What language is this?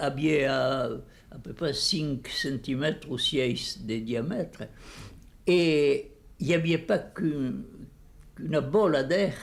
Occitan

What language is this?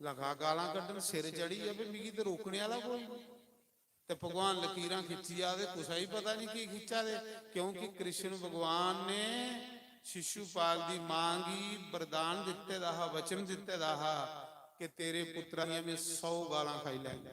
Dogri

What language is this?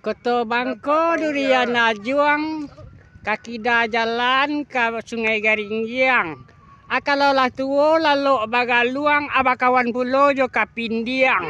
Minangkabau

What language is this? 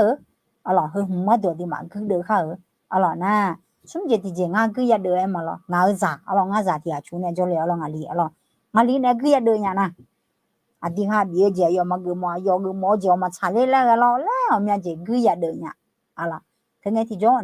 Akha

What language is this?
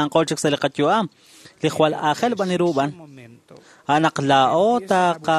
Kekchí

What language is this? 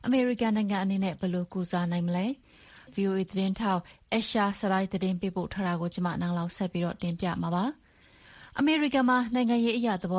Burmese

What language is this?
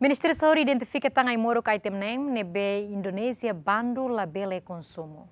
Tetum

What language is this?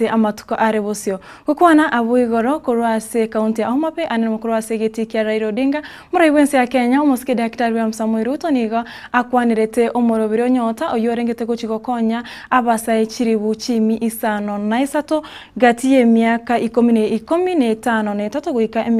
Gusii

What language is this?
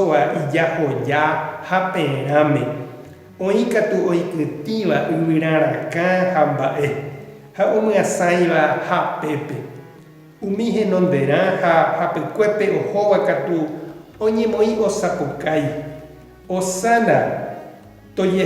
Guarani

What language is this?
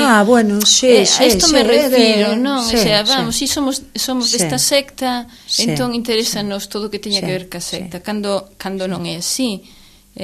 Galician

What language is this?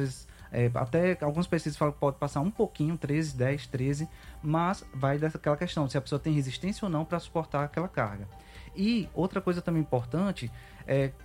Portuguese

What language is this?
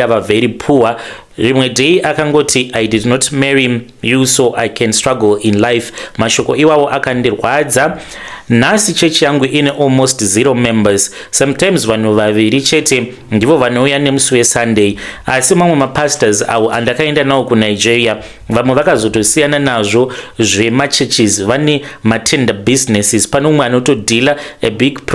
Shona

